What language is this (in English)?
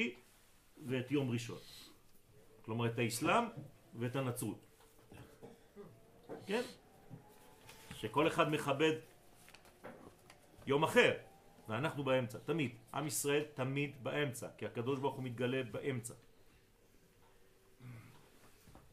Hebrew